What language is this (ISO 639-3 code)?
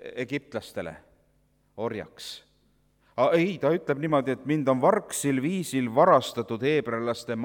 est